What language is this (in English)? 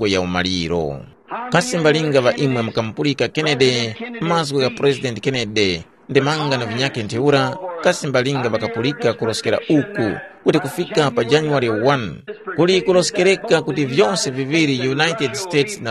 Tumbuka